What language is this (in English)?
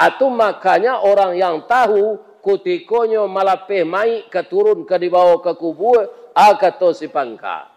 Minangkabau